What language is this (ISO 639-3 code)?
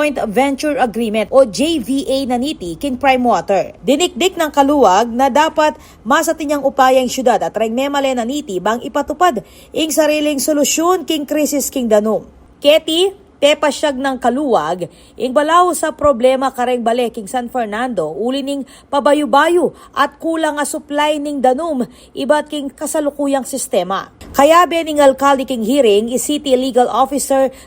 pam